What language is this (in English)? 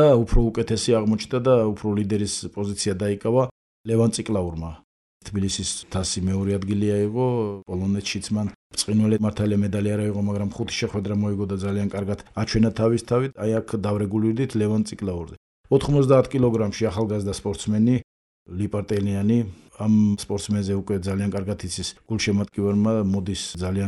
Georgian